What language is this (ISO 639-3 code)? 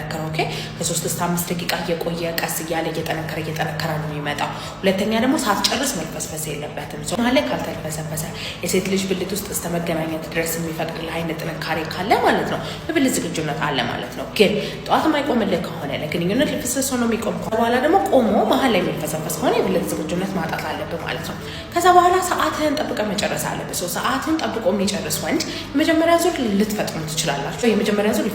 amh